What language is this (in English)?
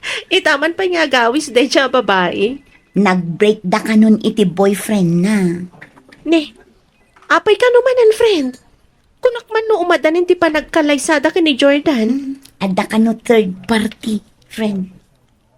Iloko